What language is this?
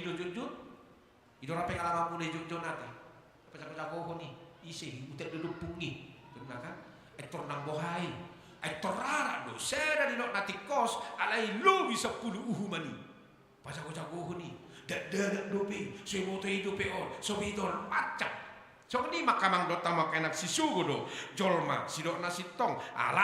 Batak Toba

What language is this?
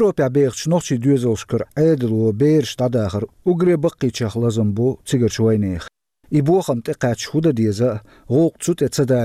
Chechen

